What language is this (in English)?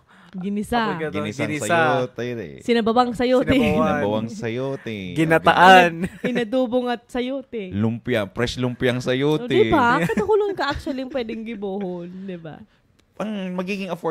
Bikol